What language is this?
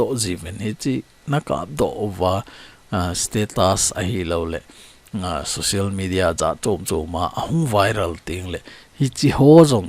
Thado Chin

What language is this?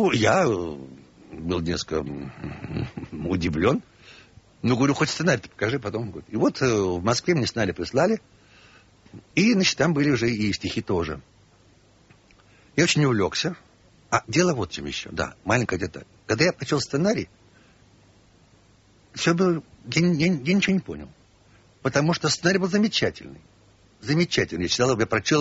Russian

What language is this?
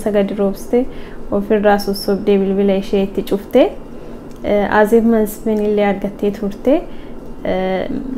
Oromo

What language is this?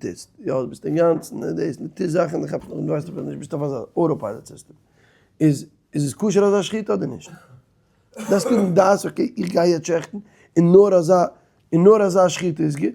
Yiddish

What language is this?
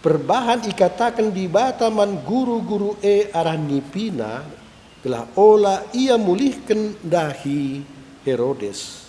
Batak Karo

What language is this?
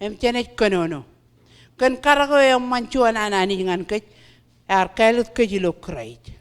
Marshallese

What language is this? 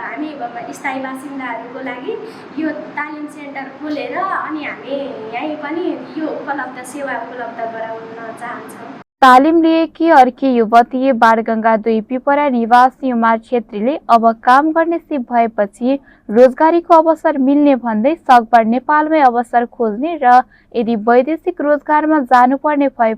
Nepali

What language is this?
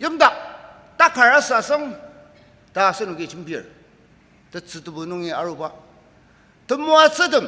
Ao Naga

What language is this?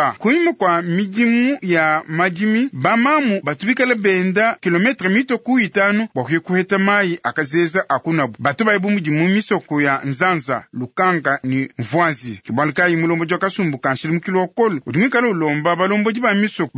Luba-Lulua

